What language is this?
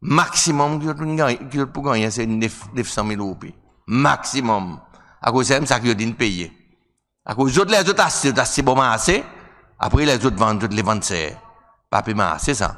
Seselwa Creole French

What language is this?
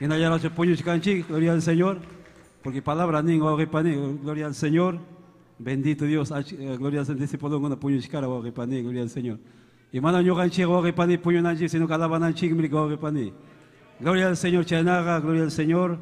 Ayacucho Quechua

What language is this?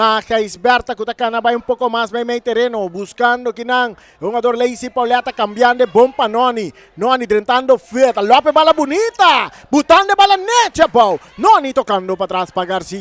Papiamento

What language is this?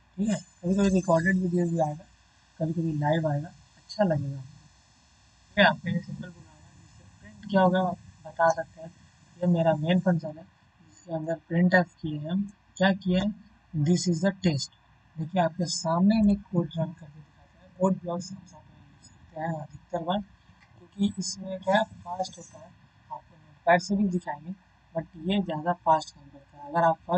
Hindi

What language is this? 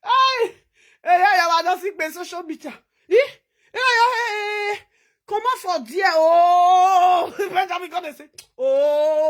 Nigerian Pidgin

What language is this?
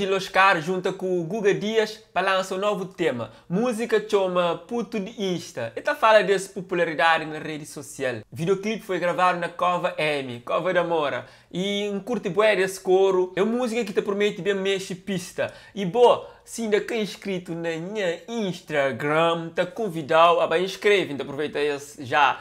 Kabuverdianu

